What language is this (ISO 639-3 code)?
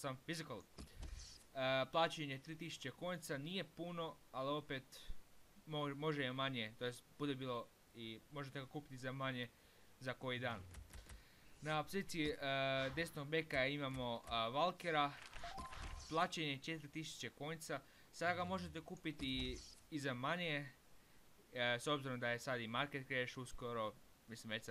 hrv